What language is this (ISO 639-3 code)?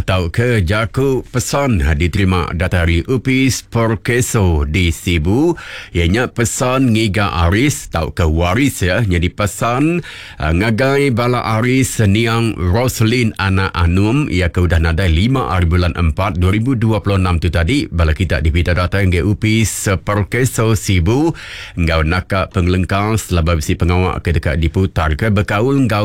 iba